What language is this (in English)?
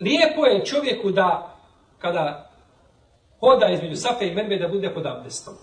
Bosnian